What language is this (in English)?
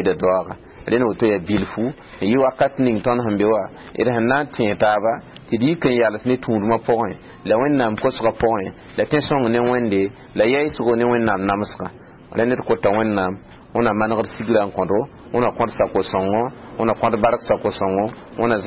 Mossi